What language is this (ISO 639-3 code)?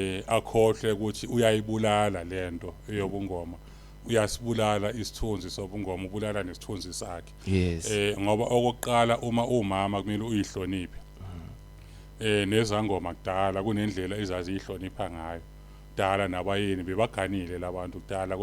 zul